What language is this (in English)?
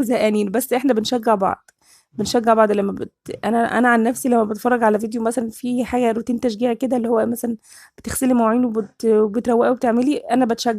Egyptian Arabic